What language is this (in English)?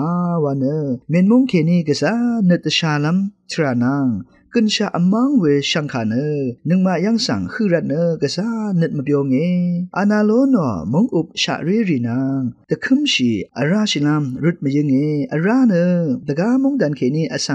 Rawang